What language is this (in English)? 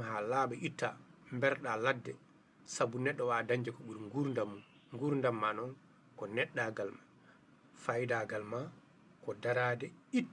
Fula